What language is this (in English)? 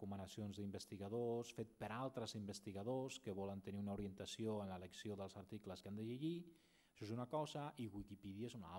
Catalan